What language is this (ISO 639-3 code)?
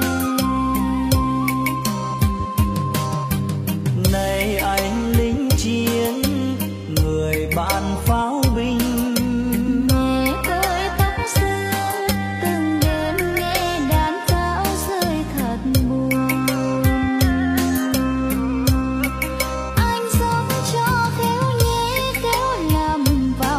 vie